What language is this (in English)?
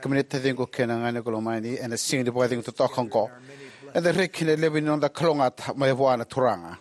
Fijian